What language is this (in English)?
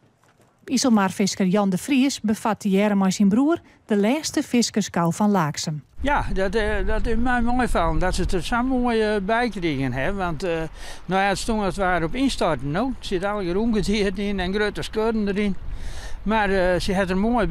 Western Frisian